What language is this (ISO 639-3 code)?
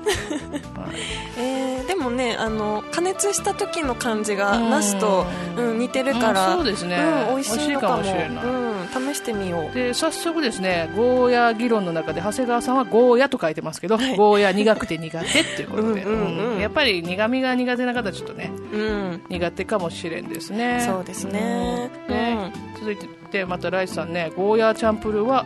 jpn